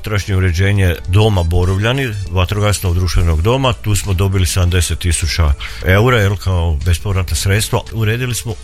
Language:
Croatian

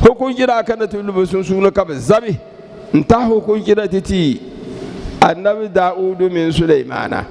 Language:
Dagbani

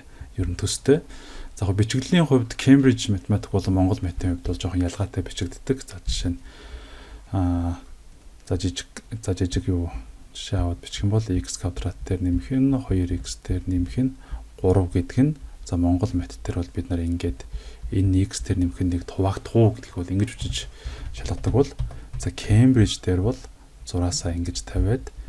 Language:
Mongolian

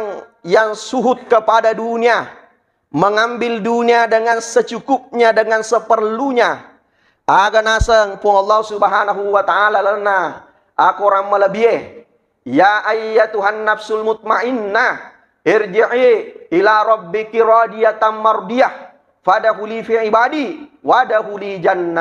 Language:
Buginese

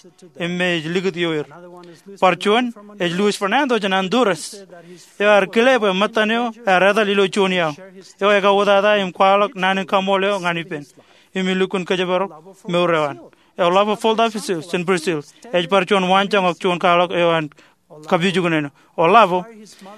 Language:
Marshallese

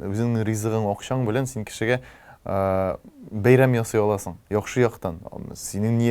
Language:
Tatar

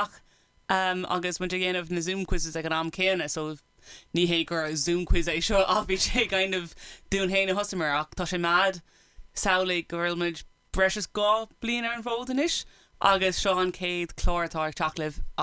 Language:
Irish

